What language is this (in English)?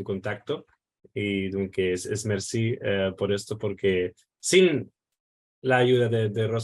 Ladino